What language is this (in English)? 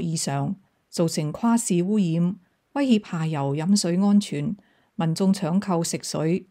Cantonese